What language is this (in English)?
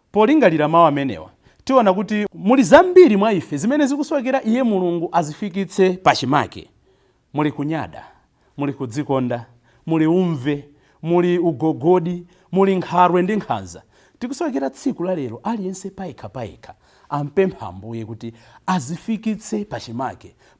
Nyanja